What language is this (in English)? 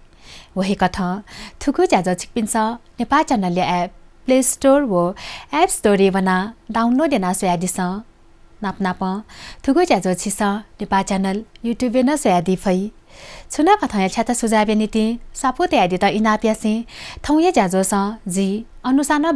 Newari